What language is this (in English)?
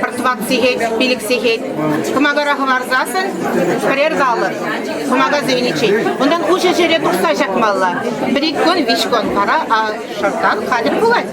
Chuvash